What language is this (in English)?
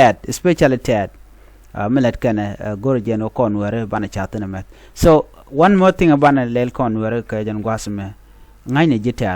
Nuer